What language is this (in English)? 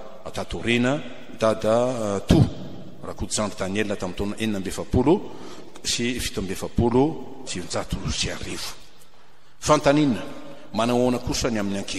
Malagasy